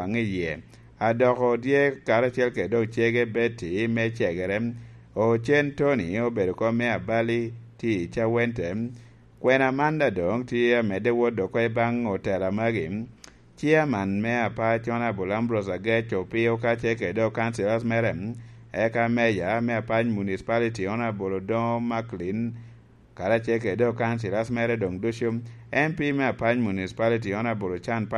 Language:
Lango (Uganda)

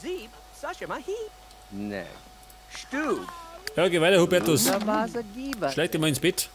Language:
Bavarian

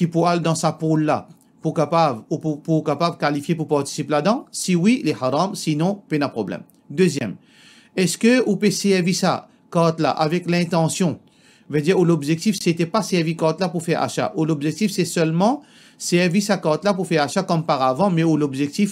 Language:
Morisyen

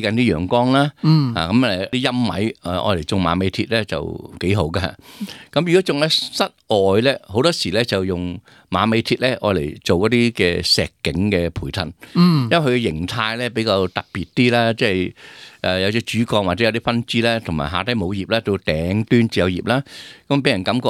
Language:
Cantonese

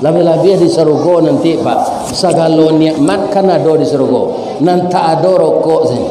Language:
Minangkabau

